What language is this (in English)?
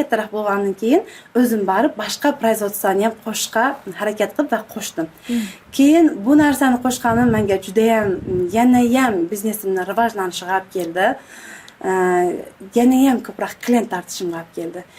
Uzbek